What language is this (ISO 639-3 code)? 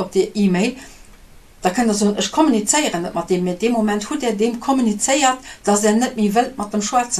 ltz